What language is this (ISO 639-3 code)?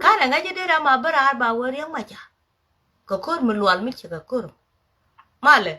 nus